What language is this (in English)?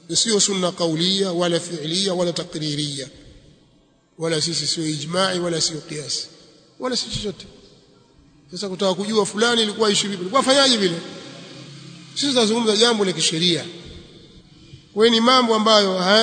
Swahili